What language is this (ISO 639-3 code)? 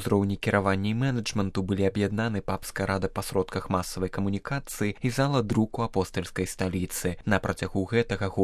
bel